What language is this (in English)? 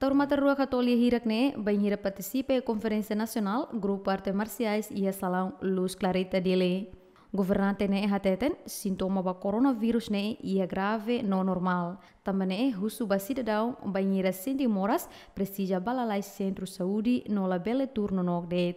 Tetum